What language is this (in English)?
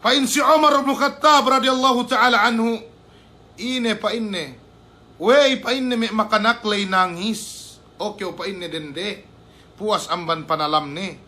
Yakan